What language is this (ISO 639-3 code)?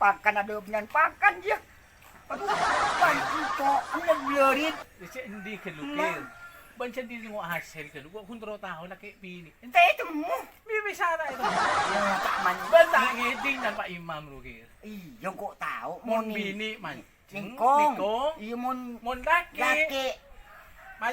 mad